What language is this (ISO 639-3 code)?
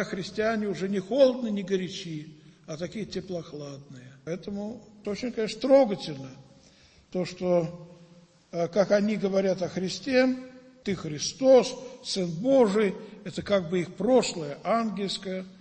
rus